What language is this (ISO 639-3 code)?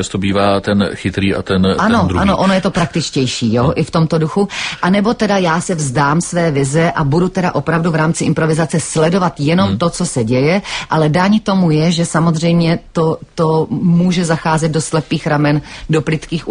ces